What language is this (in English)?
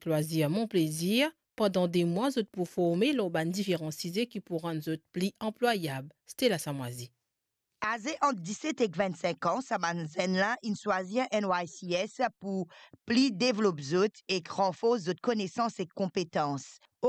Morisyen